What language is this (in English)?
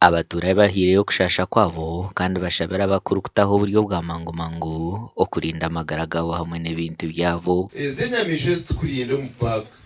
Nyankole